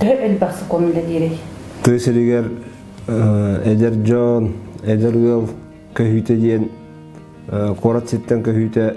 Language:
Yakut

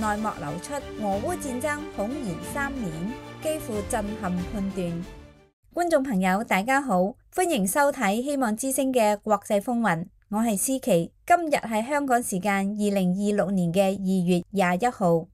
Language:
Cantonese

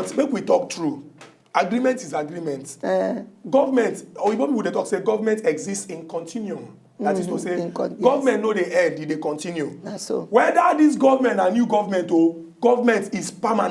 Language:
Nigerian Pidgin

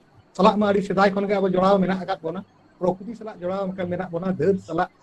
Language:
Santali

